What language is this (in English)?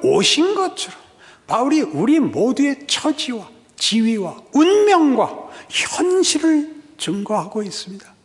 Korean